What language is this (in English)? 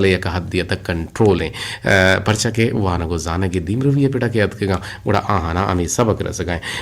Eastern Balochi